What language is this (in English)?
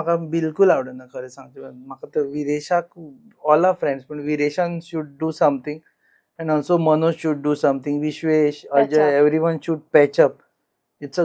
Konkani